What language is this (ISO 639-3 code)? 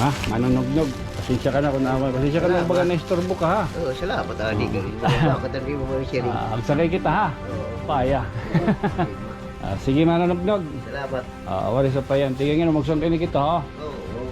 war